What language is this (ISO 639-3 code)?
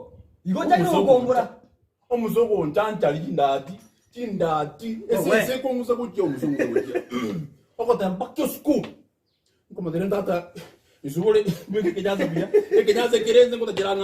guz